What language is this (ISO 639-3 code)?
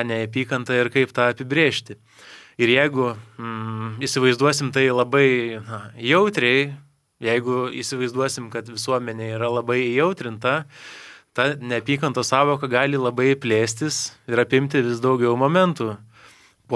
lit